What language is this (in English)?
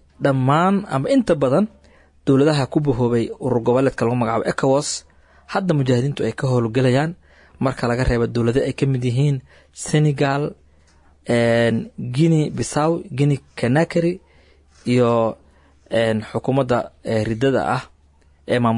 Somali